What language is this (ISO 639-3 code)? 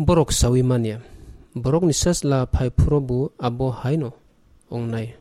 trp